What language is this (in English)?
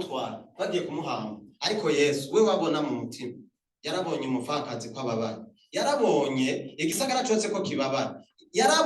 Rundi